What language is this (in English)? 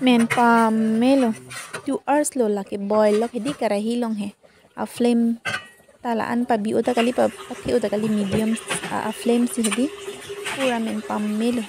Karbi